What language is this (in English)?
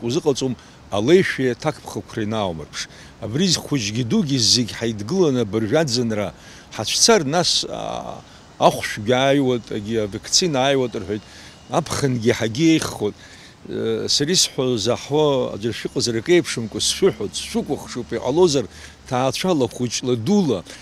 Abkhazian